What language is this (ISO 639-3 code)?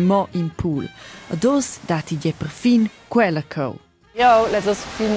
roh